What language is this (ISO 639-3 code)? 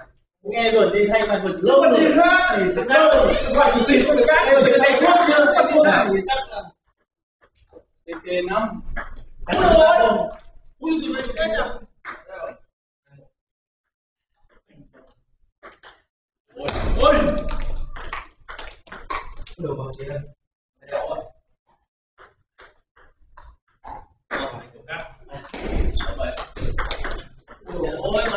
vie